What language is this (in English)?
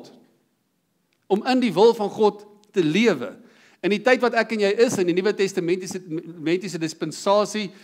Afrikaans